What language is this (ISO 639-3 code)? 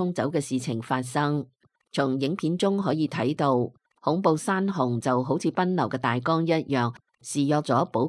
yue